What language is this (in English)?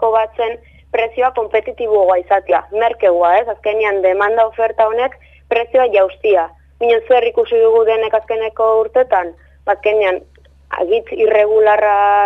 Basque